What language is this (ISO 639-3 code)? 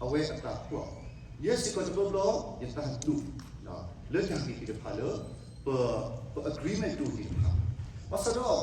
ksw